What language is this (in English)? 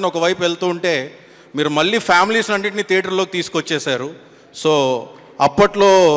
Telugu